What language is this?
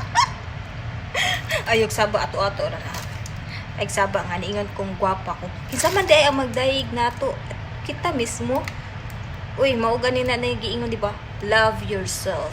Cebuano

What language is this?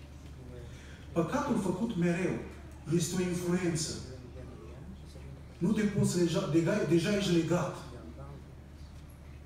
Romanian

